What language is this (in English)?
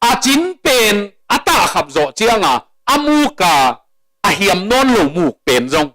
Tedim Chin